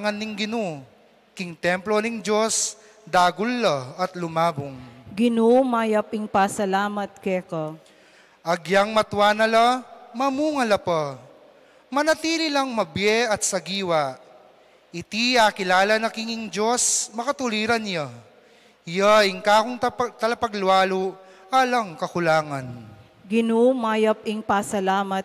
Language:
Pampanga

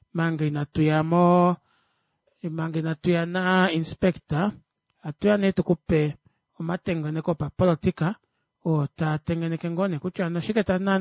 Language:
Kuanyama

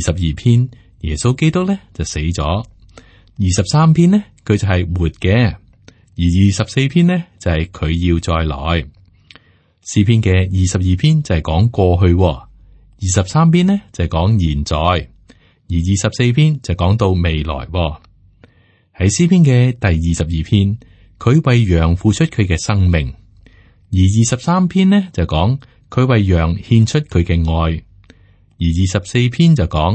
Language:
Cantonese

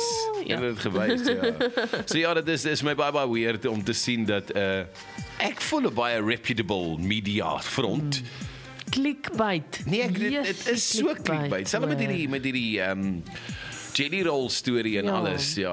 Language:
Afrikaans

